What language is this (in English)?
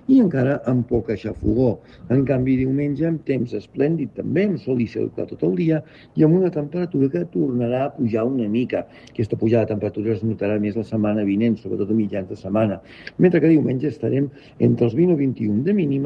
Catalan